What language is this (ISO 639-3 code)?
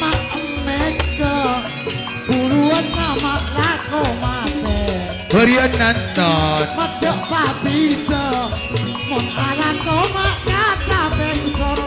mad